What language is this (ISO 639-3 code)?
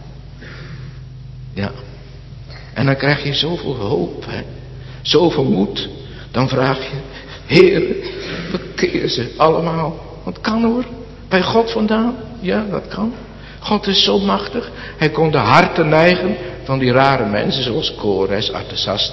nld